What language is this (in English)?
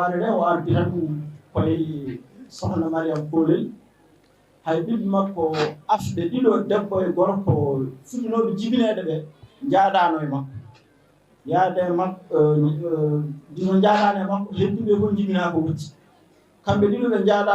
Fula